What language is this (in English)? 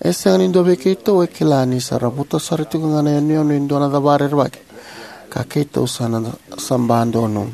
Fijian